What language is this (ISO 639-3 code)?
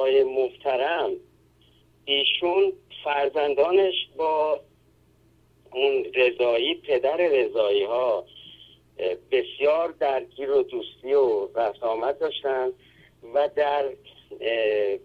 fas